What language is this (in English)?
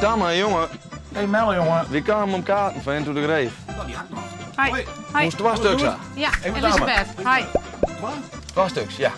Western Frisian